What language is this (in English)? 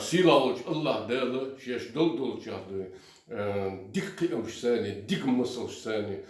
Chechen